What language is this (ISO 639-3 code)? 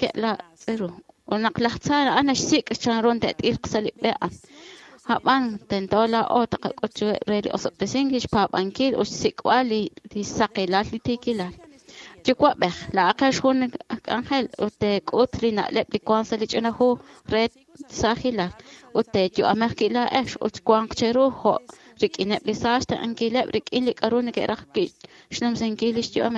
kek